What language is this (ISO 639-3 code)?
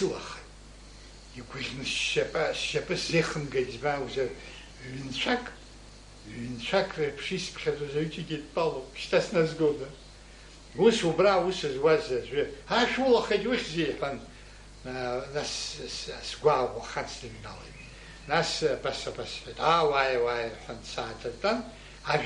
abk